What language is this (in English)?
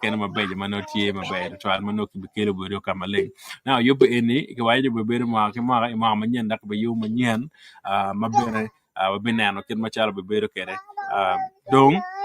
Acoli